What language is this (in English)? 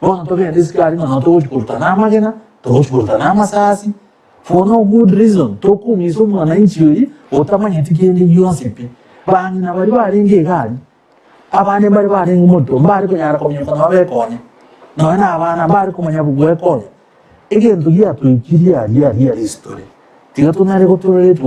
Gusii